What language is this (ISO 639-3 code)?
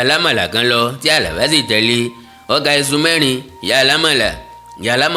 yor